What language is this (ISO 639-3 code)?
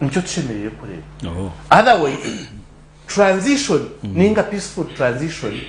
nyn